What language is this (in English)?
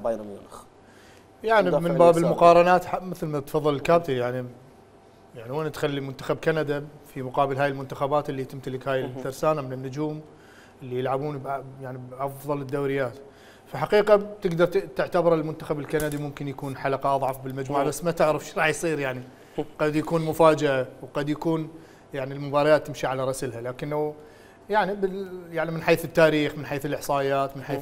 Mesopotamian Arabic